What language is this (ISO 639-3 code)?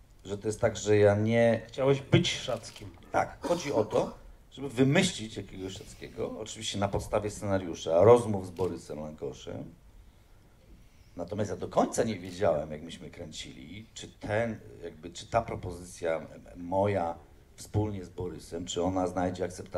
pol